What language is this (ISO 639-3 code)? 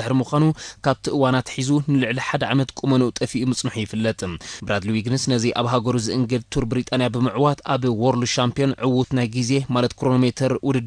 tir